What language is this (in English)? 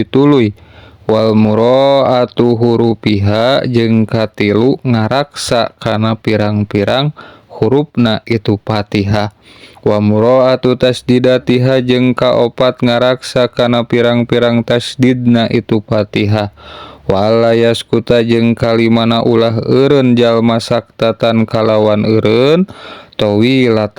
Sundanese